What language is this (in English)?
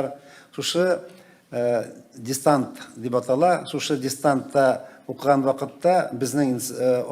Tatar